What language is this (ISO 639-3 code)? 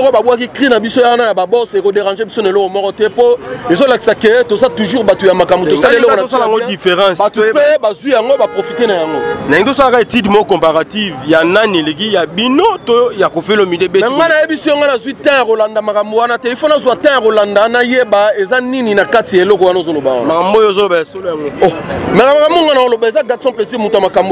lin